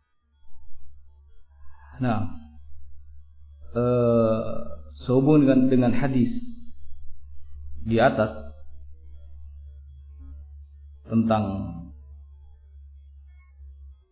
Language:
Indonesian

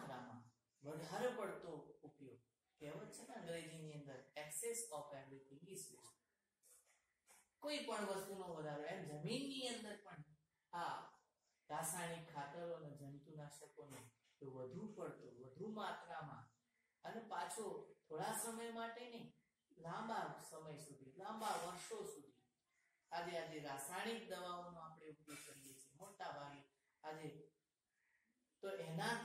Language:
Gujarati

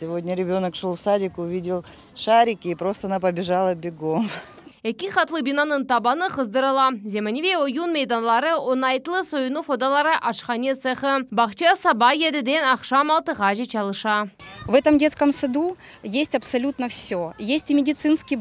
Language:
Crimean Tatar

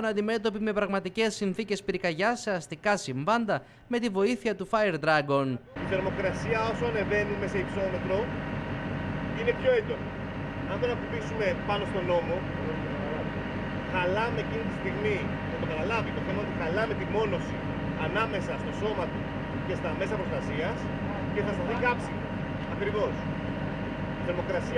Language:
Greek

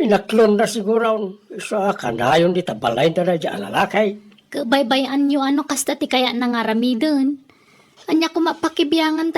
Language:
Iloko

